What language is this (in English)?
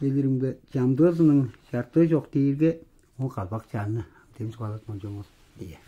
Tuvinian